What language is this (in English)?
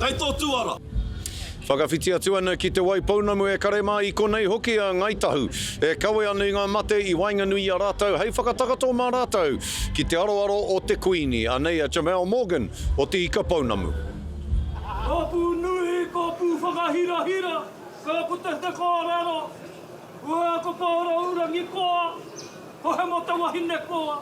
Māori